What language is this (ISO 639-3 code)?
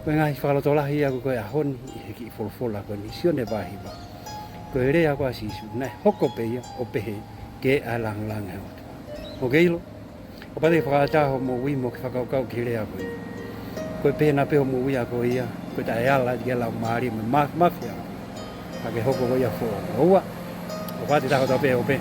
ton